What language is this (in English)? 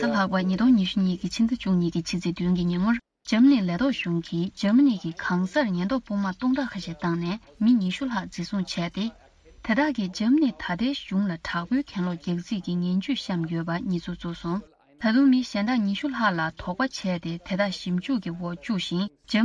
Tibetan